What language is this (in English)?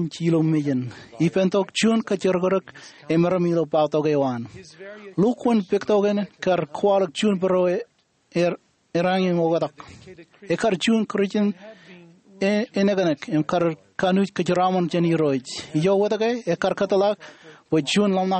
Marshallese